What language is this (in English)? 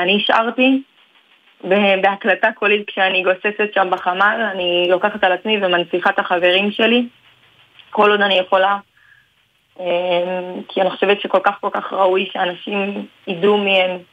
Hebrew